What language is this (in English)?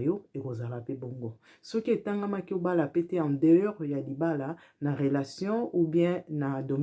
Lingala